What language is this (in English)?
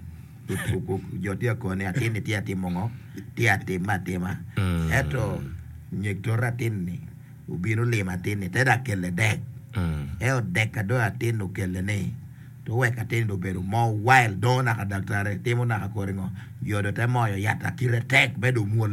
Acoli